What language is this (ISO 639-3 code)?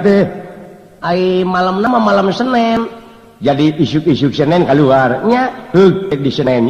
sun